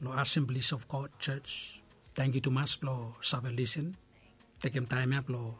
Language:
Bislama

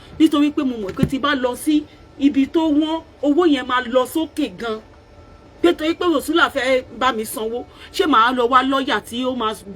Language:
Yoruba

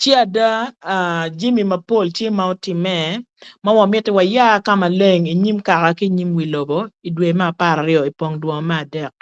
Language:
Acoli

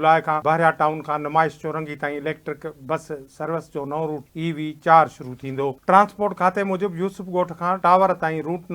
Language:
Sindhi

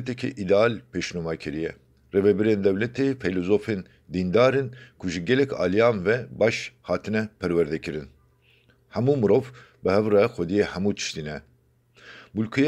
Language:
Kurdish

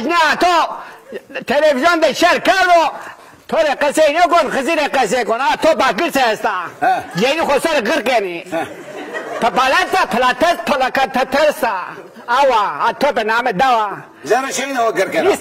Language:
Zaza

